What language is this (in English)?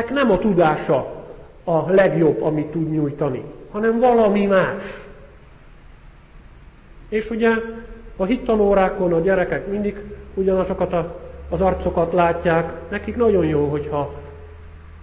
Hungarian